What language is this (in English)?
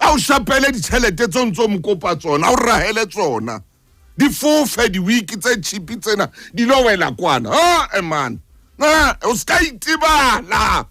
Southern Sotho